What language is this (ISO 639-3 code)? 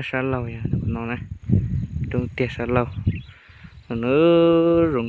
hmn